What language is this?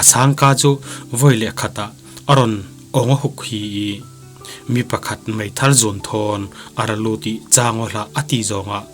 Falam Chin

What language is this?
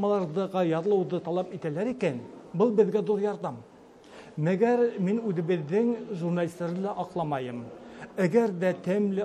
Bashkir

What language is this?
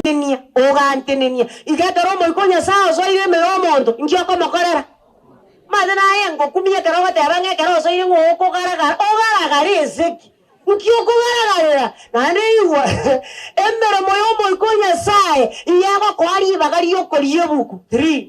Gusii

